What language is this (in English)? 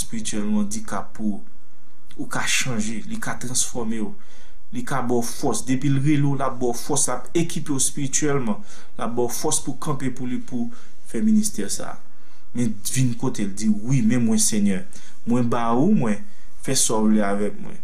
Haitian Creole